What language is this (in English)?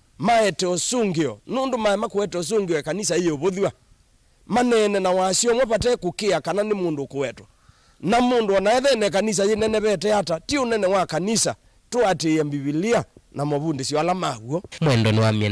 Kamba